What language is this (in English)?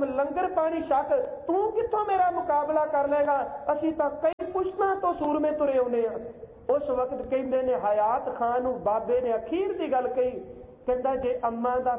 Punjabi